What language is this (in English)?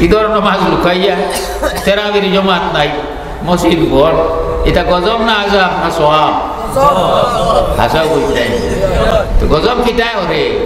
Sylheti